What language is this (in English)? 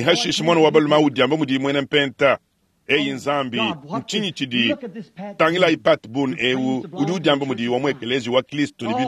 Luba-Lulua